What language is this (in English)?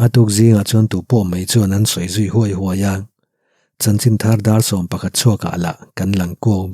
Mizo